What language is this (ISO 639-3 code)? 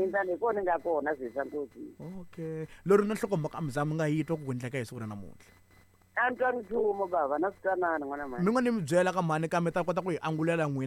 tso